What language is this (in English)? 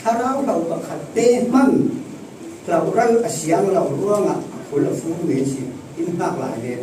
Falam Chin